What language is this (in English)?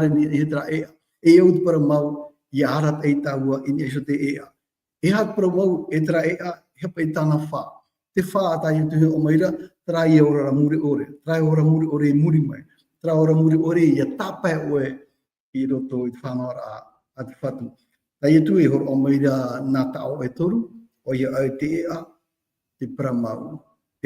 Tahitian